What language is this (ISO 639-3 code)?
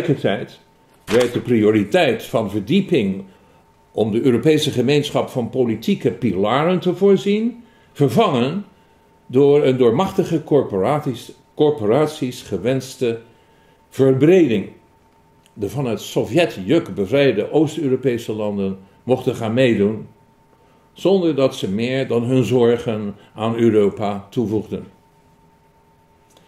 nld